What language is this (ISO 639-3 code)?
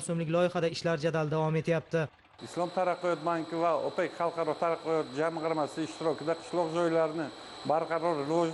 uzb